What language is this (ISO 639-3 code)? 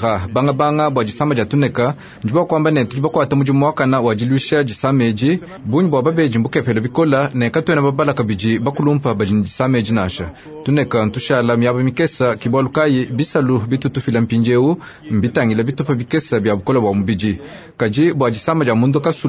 lua